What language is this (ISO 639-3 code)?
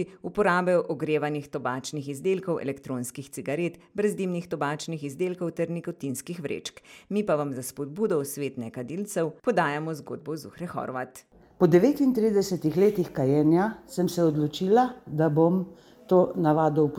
slv